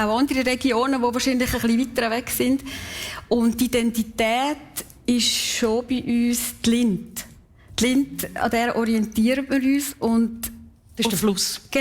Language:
Swiss German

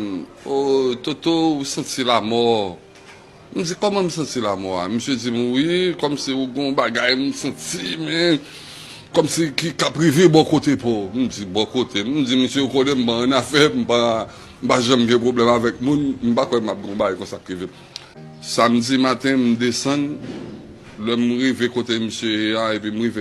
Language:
Haitian Creole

